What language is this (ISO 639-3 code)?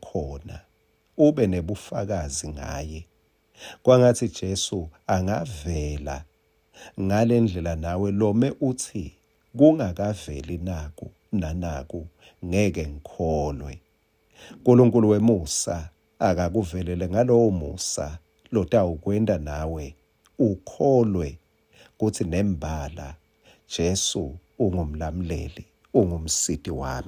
ssw